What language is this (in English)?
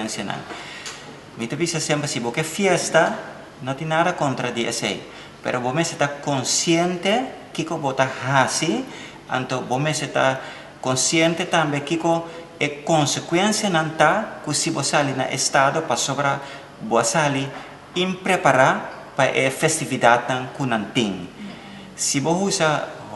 Papiamento